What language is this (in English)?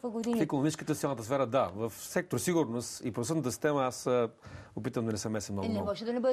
Bulgarian